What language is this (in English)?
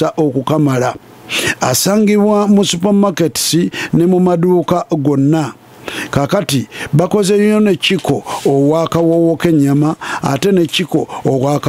Ganda